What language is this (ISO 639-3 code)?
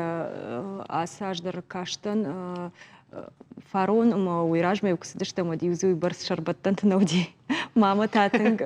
oss